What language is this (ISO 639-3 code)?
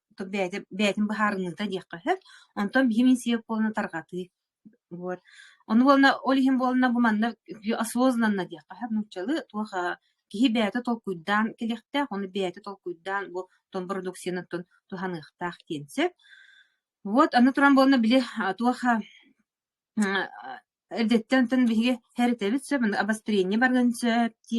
sah